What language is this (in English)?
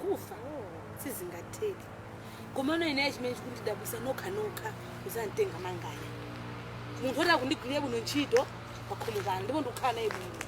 Nyanja